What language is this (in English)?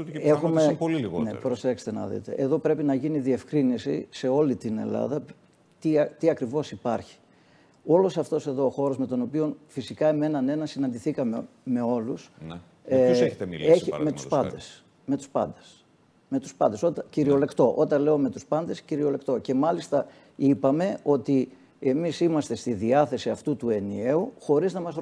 Greek